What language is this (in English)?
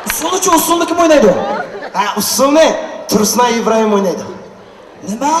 Uyghur